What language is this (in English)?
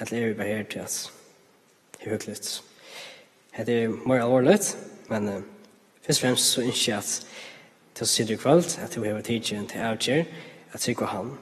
Faroese